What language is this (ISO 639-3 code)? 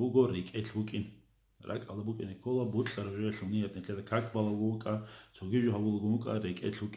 ava